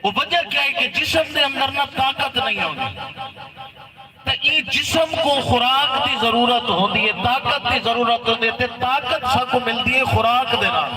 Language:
Saraiki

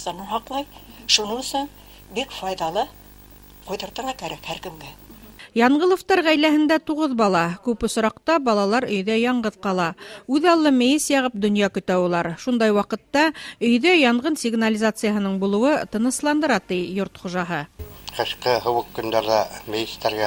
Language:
Bashkir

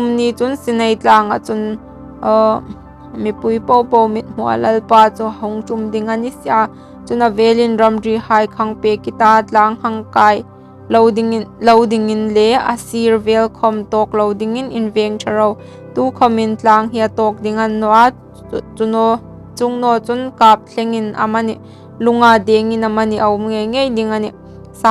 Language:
Hmar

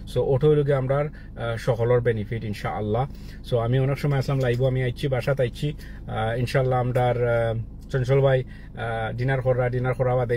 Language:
Sylheti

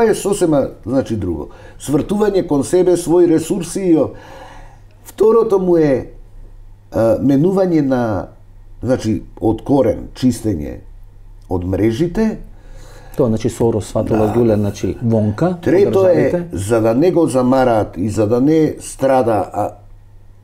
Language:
Macedonian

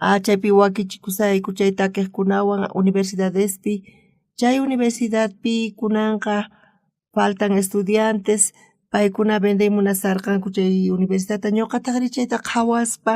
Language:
South Bolivian Quechua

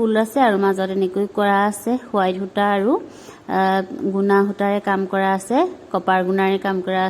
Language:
Assamese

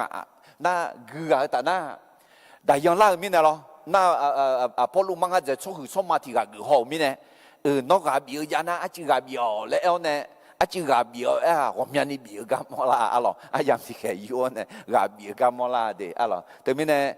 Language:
Akha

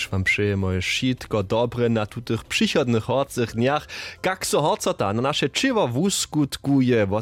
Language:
Upper Sorbian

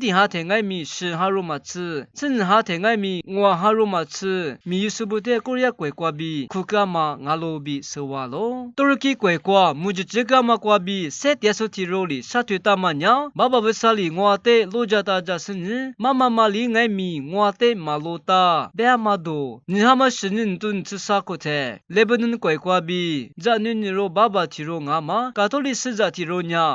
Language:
Lisu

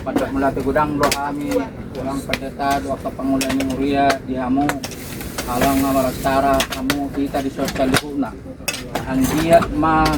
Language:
Batak Toba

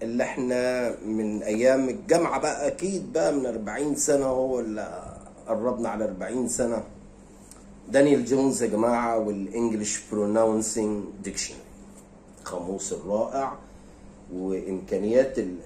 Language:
Egyptian Arabic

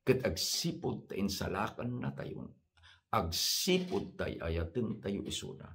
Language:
Iloko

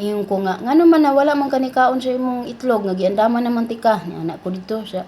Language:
Cebuano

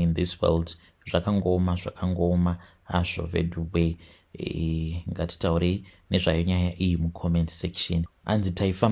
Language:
Shona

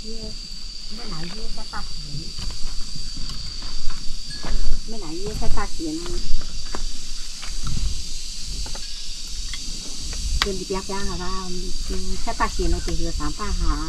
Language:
Vietnamese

